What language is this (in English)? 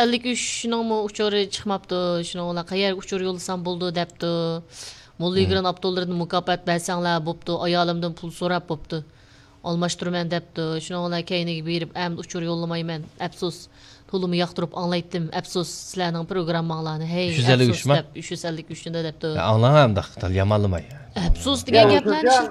Uyghur